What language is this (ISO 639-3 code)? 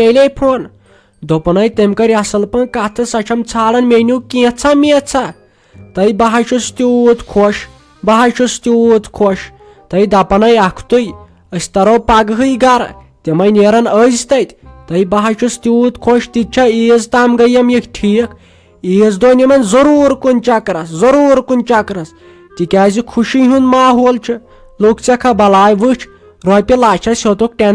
kas